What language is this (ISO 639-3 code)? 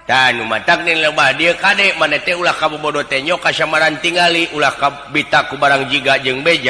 sun